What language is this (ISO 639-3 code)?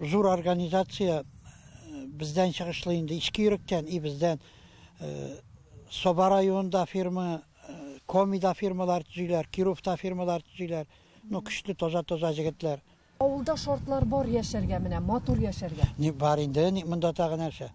tat